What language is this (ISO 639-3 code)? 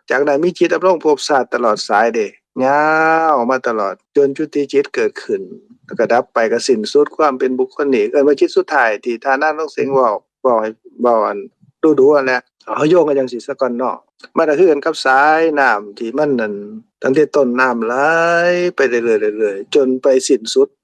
lao